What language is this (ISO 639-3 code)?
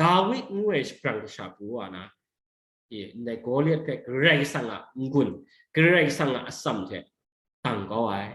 kac